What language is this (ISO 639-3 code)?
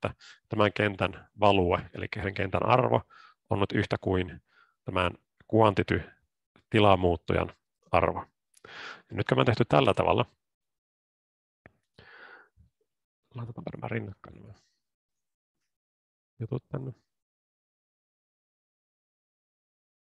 fin